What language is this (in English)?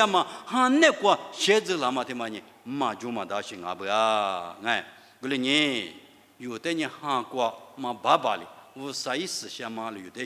Lisu